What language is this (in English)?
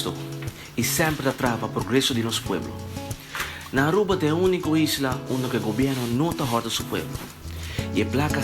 Papiamento